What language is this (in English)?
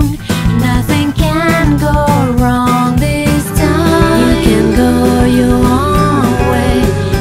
English